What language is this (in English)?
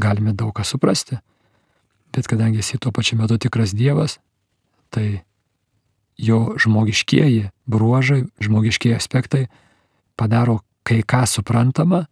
Lithuanian